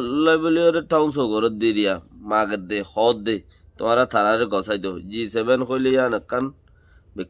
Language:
Rohingya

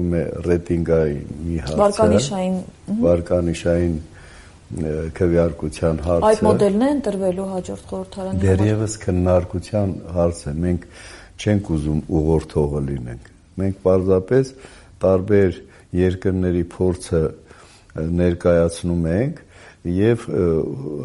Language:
Armenian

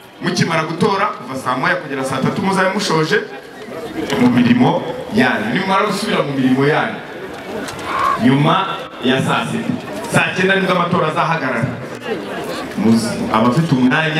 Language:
Kinyarwanda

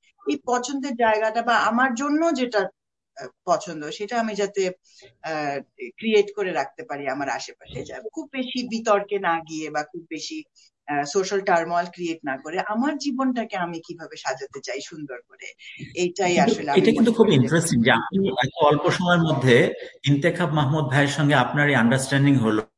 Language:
Bangla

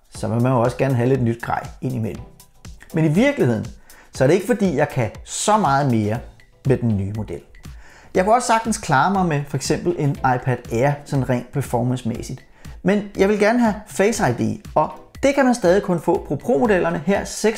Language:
Danish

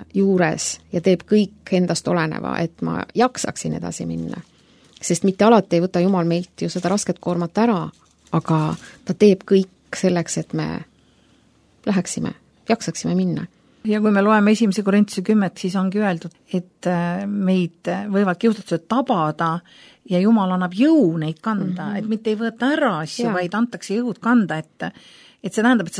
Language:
Estonian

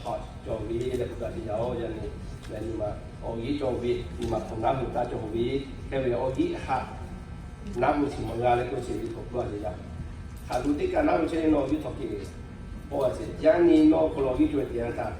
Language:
Lahu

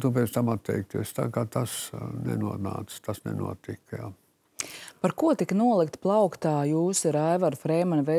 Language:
Latvian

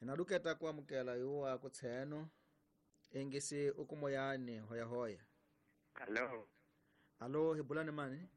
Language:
Tsonga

